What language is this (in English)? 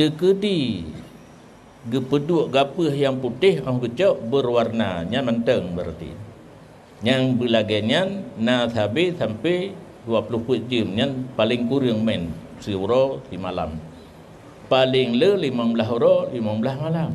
Achinese